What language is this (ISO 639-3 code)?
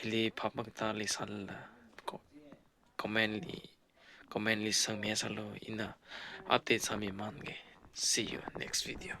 nmf